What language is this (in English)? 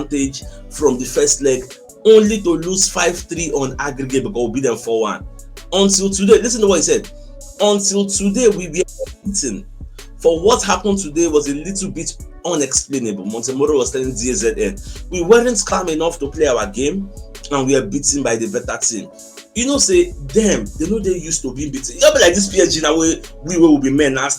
Nigerian Pidgin